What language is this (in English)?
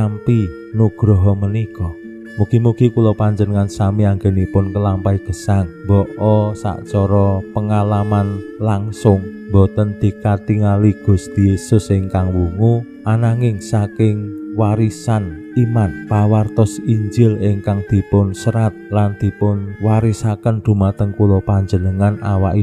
Javanese